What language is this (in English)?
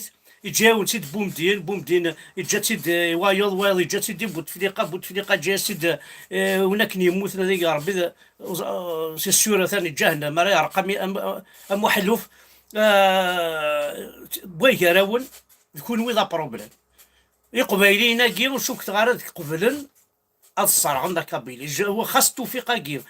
Kabyle